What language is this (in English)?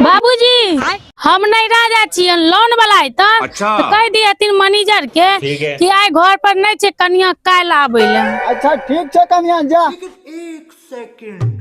Maithili